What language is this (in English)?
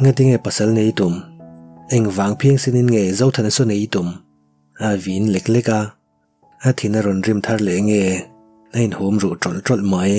Mizo